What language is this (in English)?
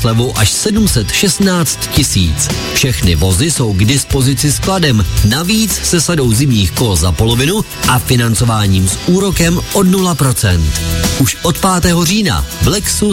Czech